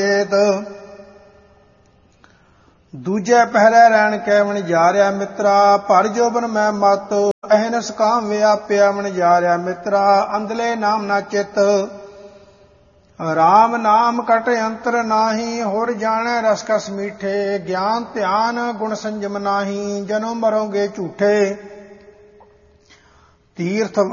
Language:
Punjabi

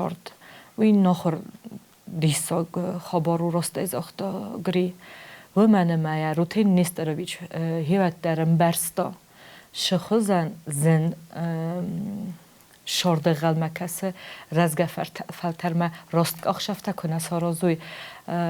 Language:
Ossetic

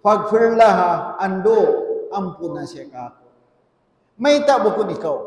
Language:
Tausug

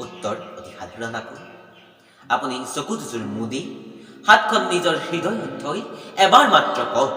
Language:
Assamese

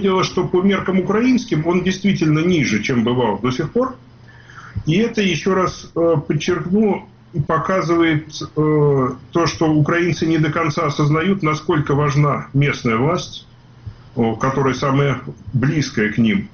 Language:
Russian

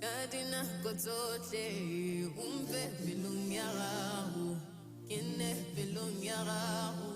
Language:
Tswana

